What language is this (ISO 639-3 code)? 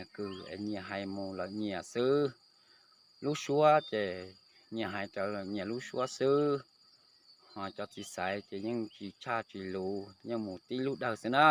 hmn